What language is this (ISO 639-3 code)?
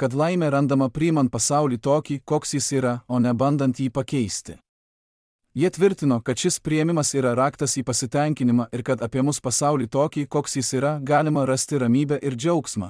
lit